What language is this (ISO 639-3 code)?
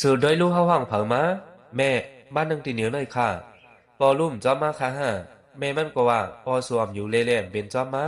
shn